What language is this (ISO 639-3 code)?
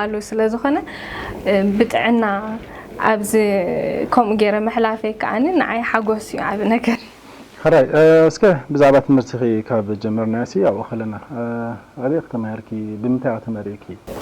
tir